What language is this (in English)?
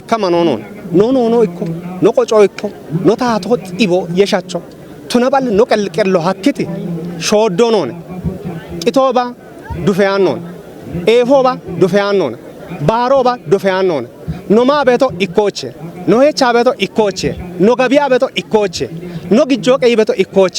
Kafa